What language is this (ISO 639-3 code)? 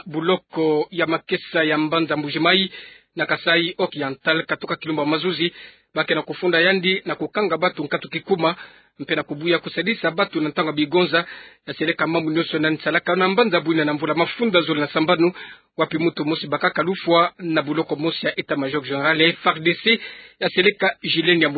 ktu